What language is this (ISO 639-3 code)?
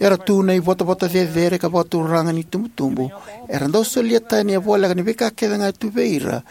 fij